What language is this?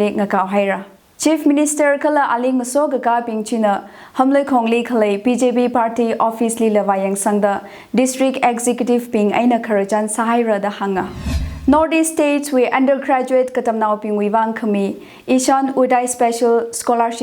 Tangkhul Naga (India)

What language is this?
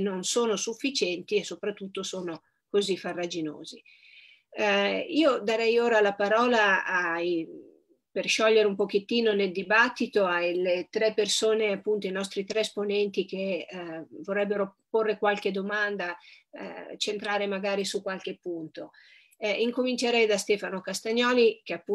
Italian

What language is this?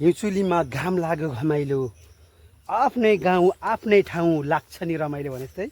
Nepali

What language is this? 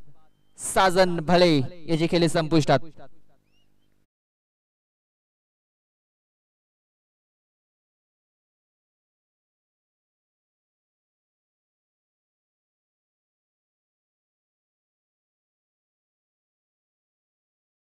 Marathi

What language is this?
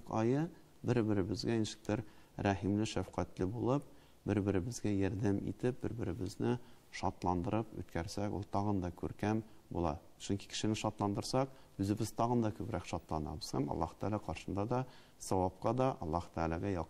Tatar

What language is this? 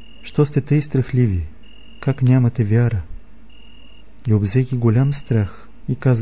Bulgarian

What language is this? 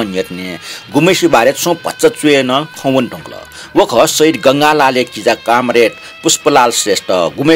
Newari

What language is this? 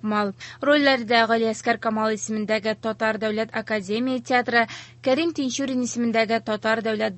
Tatar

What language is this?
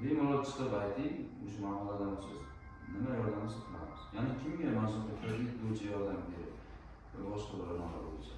Uzbek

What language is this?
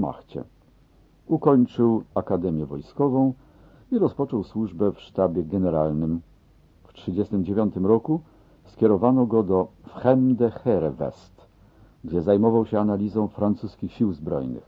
Polish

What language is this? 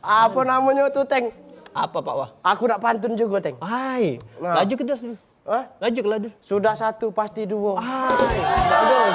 Musi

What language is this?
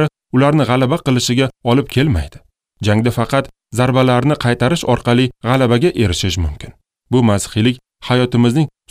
Uzbek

